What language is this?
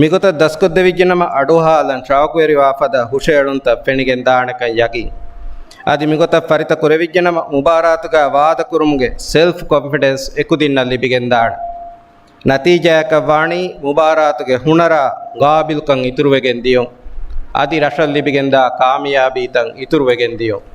Divehi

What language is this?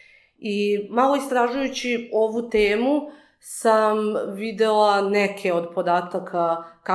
Serbian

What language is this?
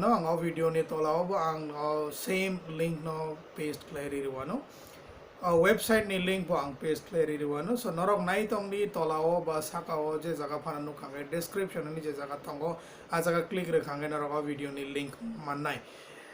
Kok Borok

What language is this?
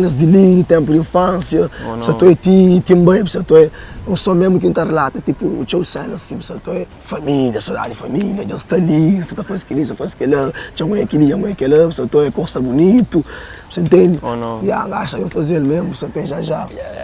Kabuverdianu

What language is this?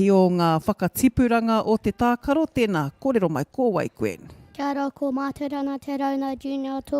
Māori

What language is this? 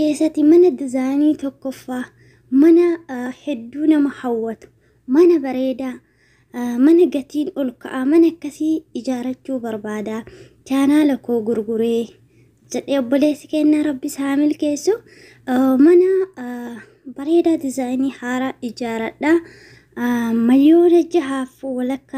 Oromo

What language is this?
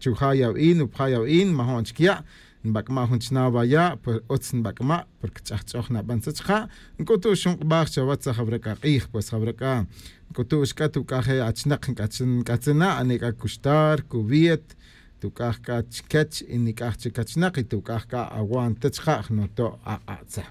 Tz'utujil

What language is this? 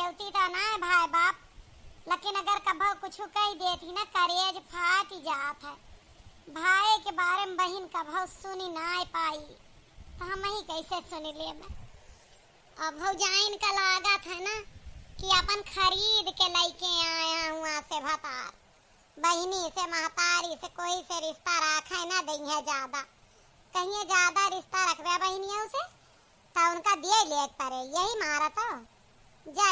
Awadhi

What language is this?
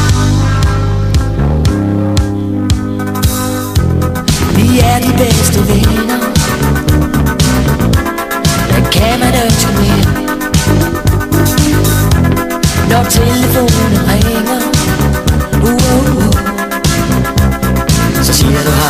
Danish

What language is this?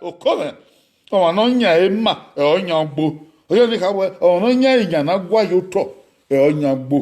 Bini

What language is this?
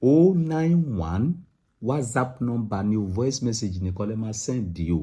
Yoruba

